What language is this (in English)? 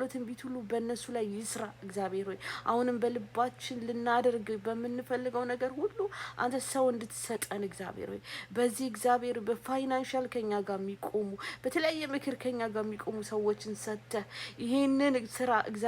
Amharic